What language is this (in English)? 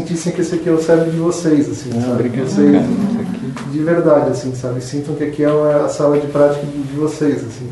Portuguese